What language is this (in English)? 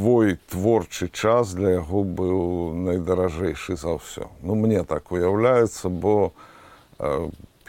Belarusian